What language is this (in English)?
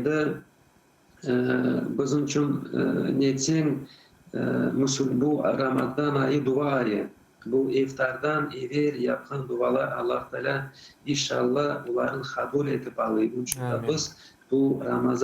Crimean Tatar